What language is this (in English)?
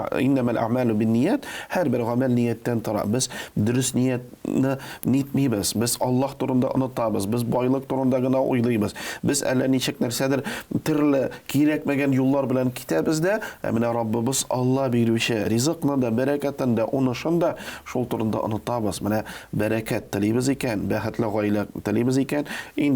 Tatar